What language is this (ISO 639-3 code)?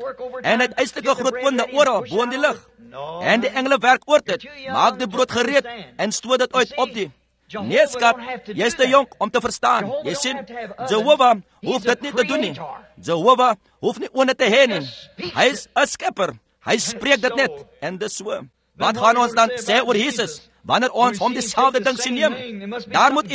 afr